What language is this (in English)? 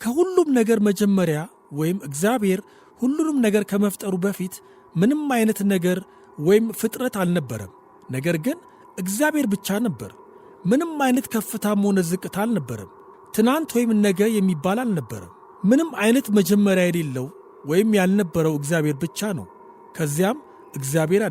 Amharic